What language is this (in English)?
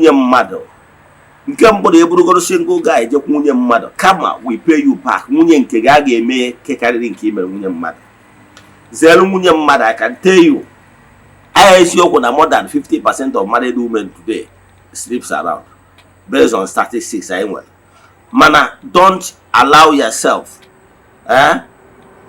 Igbo